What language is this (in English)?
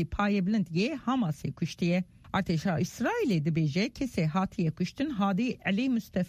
Kurdish